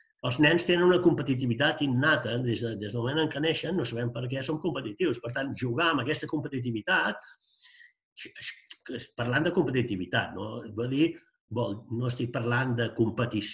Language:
Catalan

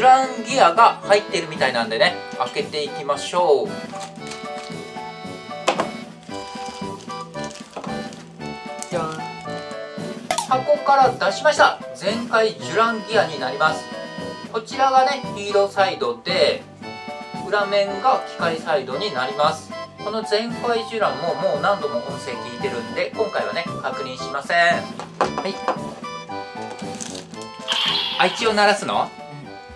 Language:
Japanese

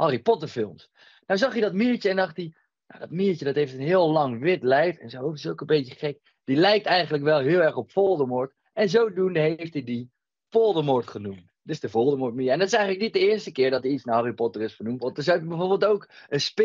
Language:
Dutch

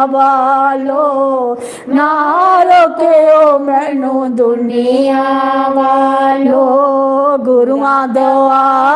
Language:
Dogri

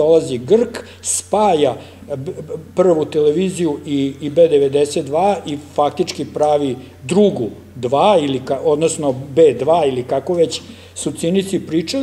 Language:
Serbian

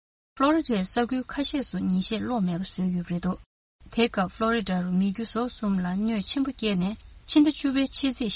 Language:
Tibetan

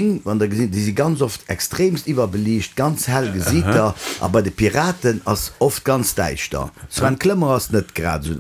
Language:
Luxembourgish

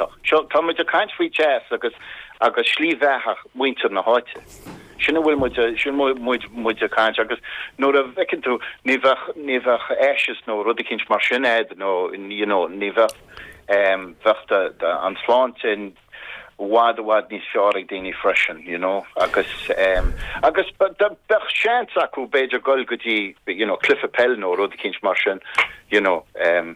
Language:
Irish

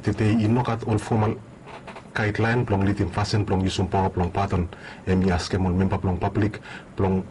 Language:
Bislama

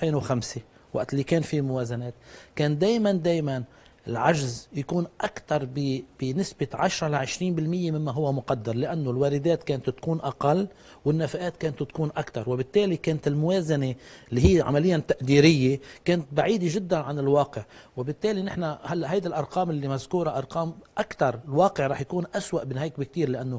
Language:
North Levantine Arabic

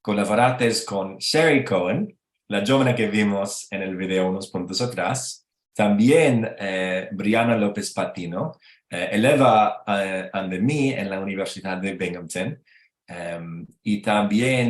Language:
Ladino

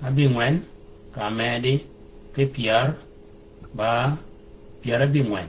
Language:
Shilluk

